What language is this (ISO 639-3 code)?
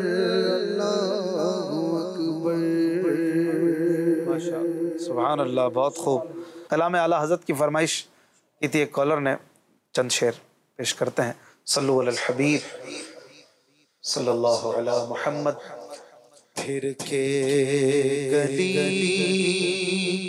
urd